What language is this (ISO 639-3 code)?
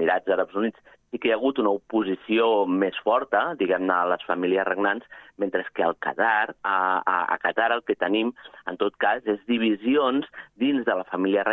cat